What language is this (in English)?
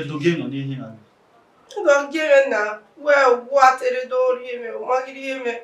Bini